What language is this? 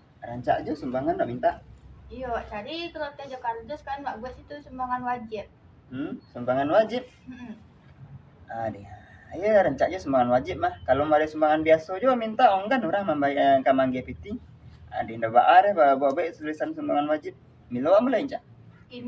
Minangkabau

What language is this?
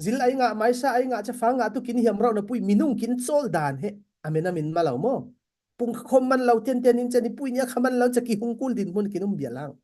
Falam Chin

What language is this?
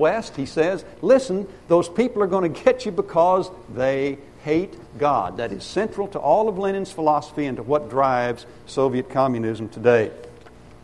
English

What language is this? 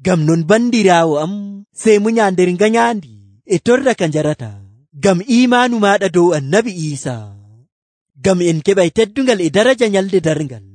Nigerian Fulfulde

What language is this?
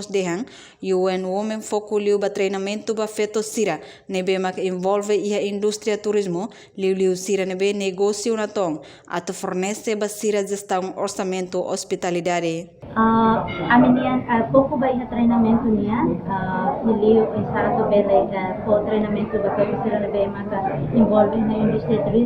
Tetum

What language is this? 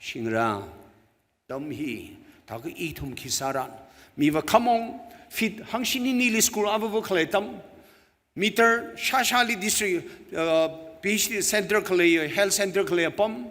Tangkhul Naga (India)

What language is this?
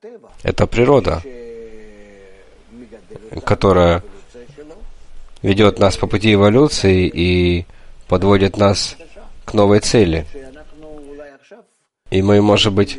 Russian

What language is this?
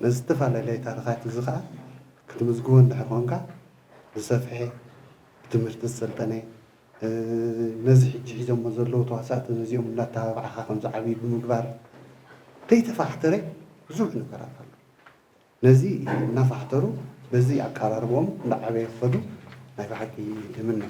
Tigrinya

